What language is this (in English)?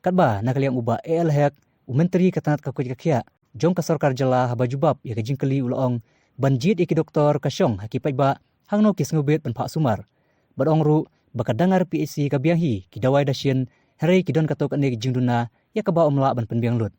Khasi